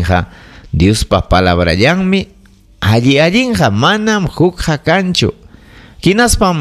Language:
Ayacucho Quechua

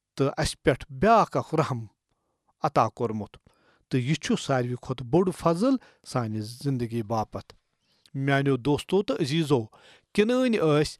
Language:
Kashmiri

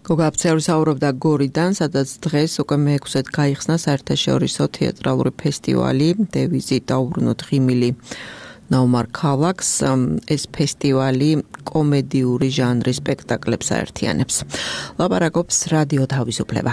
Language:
Georgian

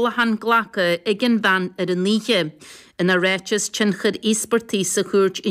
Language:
Irish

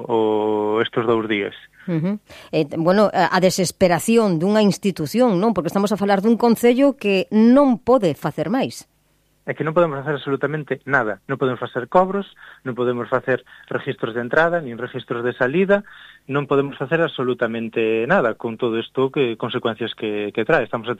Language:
Galician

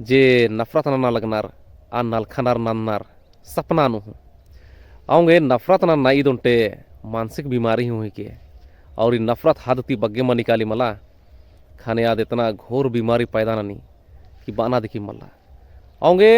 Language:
Kurukh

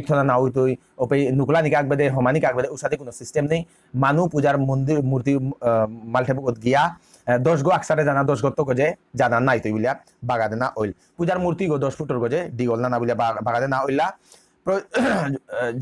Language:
Bishnupriya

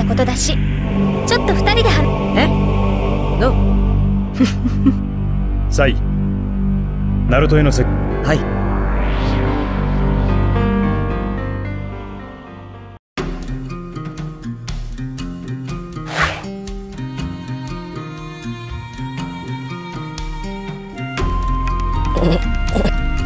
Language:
Japanese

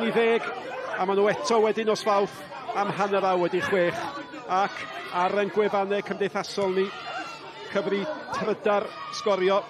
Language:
Welsh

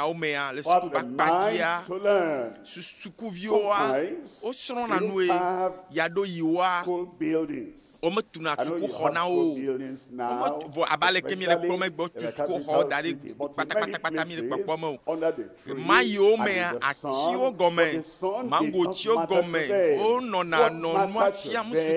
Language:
Ewe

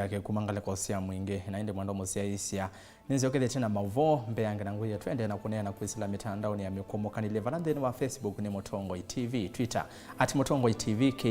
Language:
Kamba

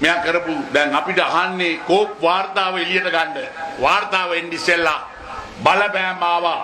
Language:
Sinhala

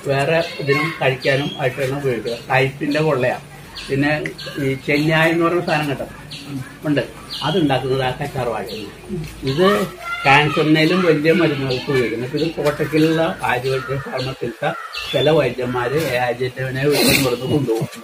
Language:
Malayalam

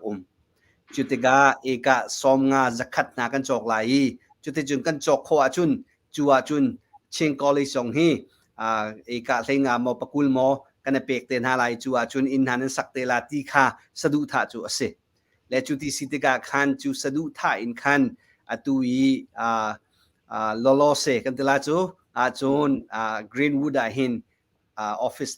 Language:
Hakha Chin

